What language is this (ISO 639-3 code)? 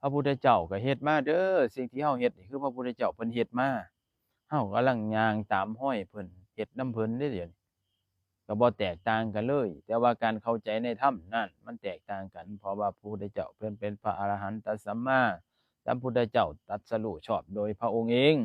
tts